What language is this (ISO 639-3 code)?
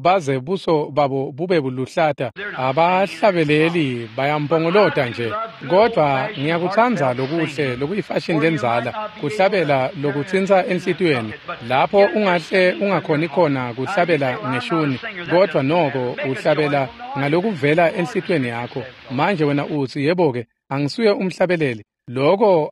ssw